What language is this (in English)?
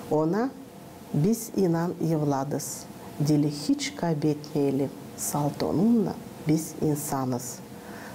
Gagauz